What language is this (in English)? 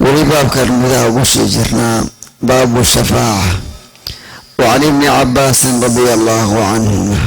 Somali